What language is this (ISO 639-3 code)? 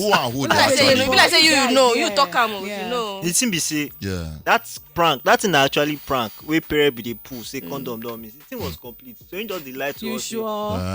pcm